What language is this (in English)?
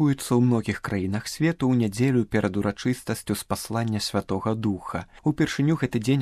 Belarusian